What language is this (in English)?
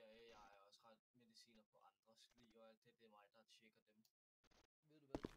Danish